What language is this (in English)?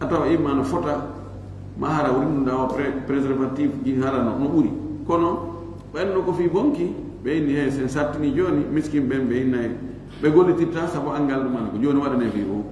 Fula